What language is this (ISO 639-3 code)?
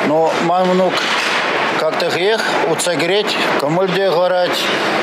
chv